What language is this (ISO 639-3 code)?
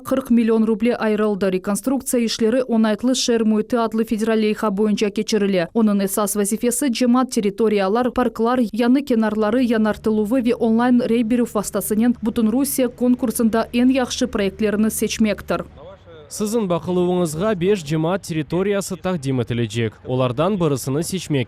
crh